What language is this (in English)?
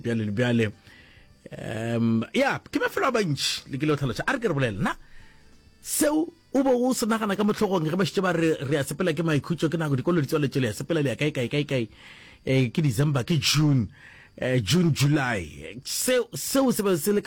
Northern Sotho